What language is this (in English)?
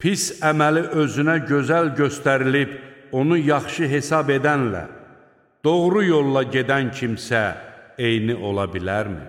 Azerbaijani